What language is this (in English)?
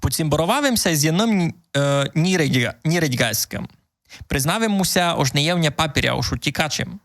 Rusyn